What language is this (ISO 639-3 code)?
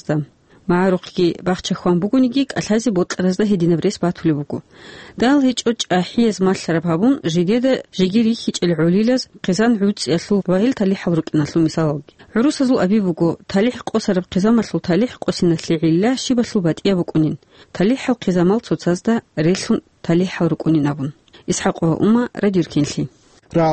ava